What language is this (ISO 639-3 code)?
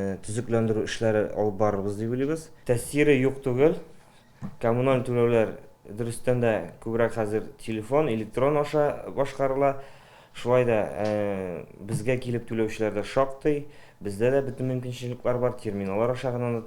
tat